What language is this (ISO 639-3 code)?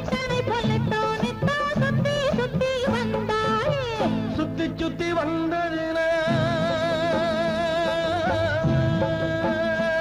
tam